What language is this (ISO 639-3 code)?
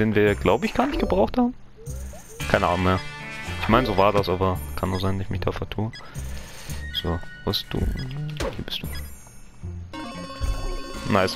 deu